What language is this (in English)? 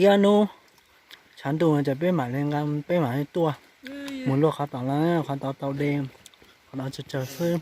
Hmong